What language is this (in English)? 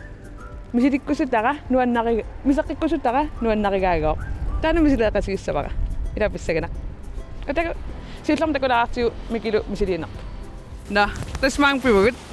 Kalaallisut